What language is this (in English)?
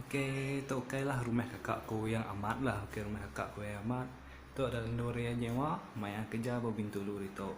Iban